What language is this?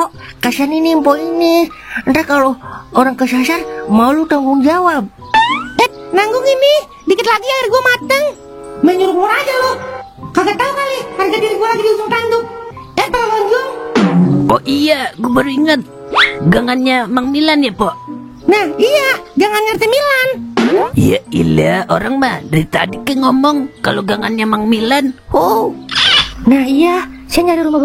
Betawi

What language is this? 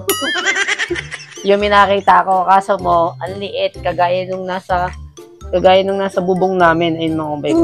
Filipino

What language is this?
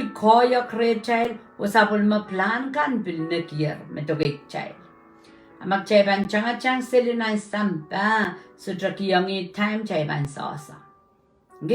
Pohnpeian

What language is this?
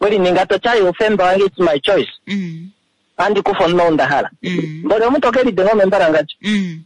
Kuanyama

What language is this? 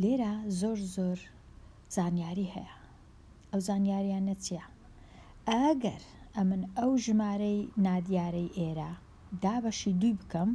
Central Kurdish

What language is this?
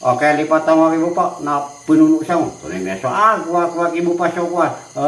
Maranao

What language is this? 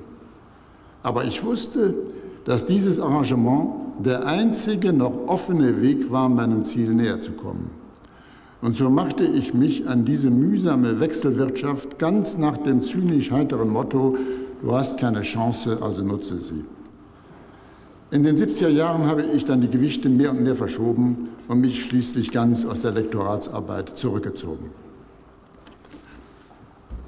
German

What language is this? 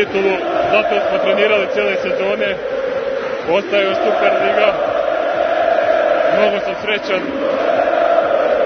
Serbian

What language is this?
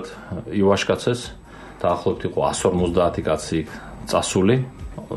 Georgian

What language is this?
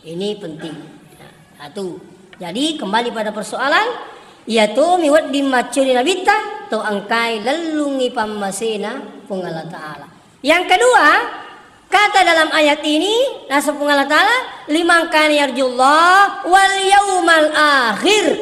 Buginese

